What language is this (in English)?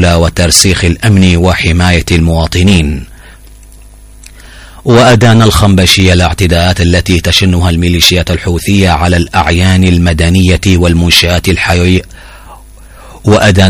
Arabic